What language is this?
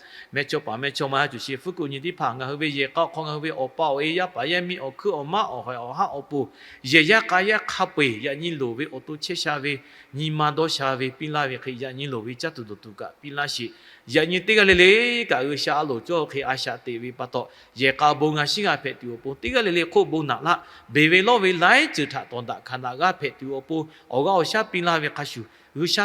Lahu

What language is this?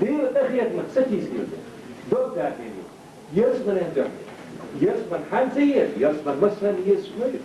Chechen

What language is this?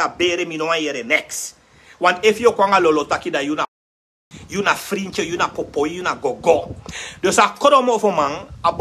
Sranan Tongo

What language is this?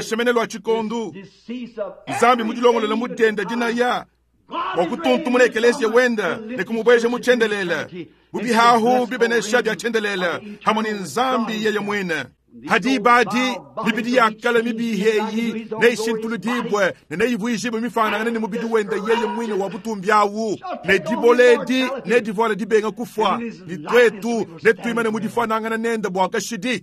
Luba-Lulua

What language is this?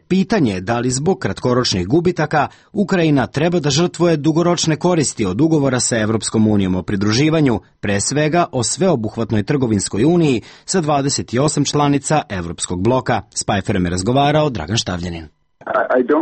Serbian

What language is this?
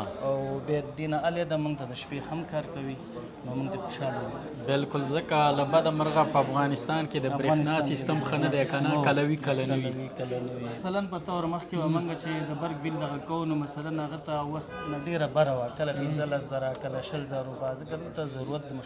Pashto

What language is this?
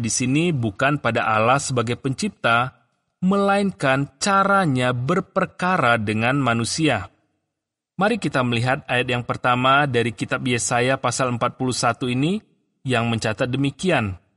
Indonesian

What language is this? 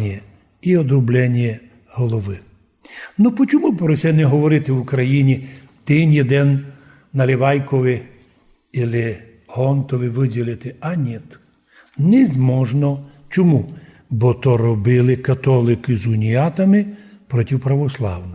Rusyn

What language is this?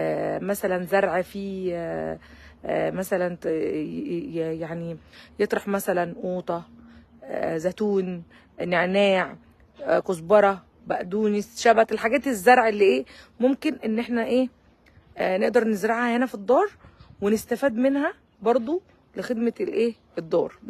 Egyptian Arabic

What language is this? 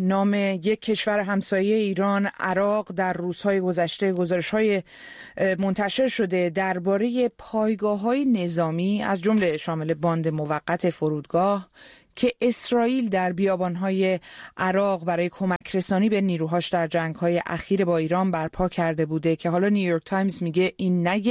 Persian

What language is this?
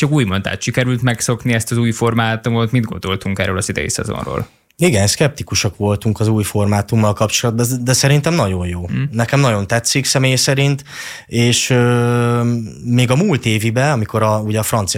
Hungarian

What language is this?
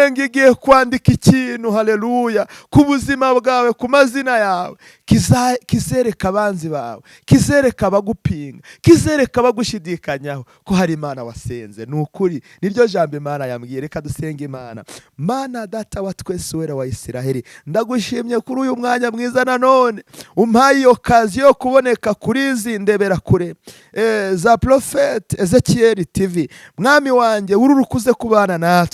Kinyarwanda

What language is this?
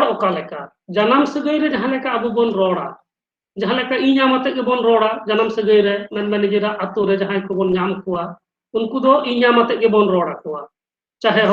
Santali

